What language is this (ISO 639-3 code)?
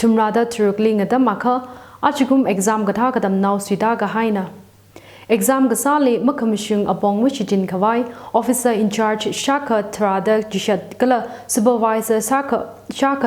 nmf